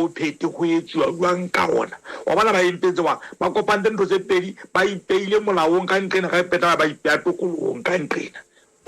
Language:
Southern Sotho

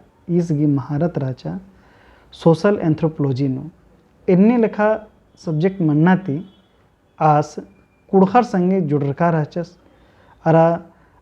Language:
Kurukh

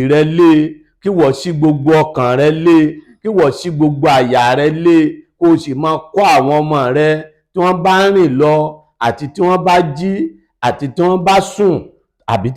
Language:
Yoruba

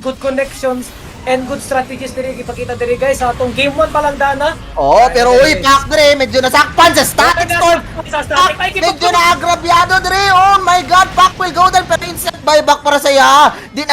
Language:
Cebuano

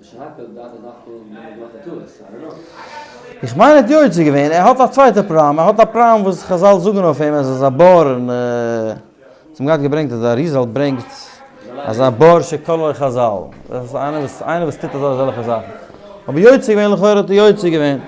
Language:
Yiddish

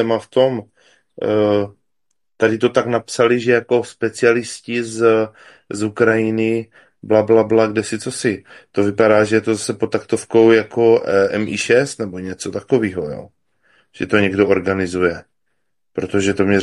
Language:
Czech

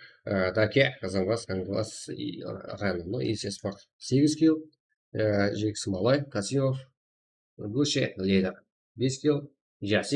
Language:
Kara-Kalpak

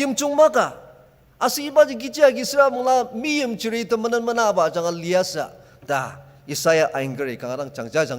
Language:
Ao Naga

